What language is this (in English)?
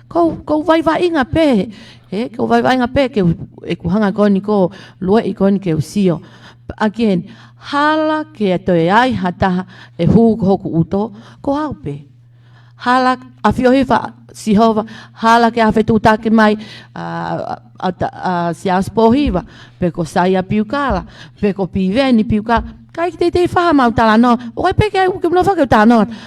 Tongan